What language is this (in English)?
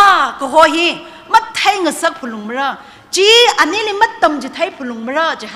Tangkhul Naga (India)